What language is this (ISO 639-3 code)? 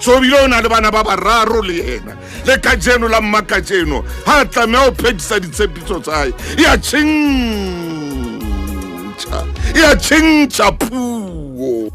sot